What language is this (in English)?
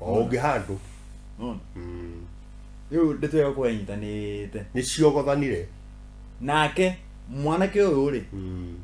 Kikuyu